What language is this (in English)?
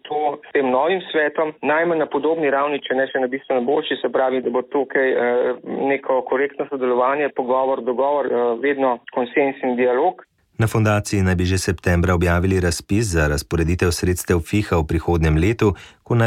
Slovenian